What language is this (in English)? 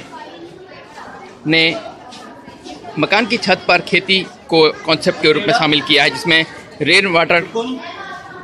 Hindi